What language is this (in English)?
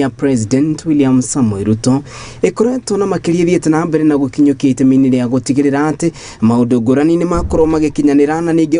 Kikuyu